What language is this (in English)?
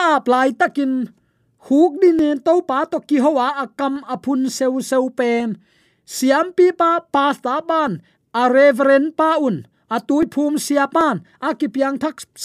Tedim Chin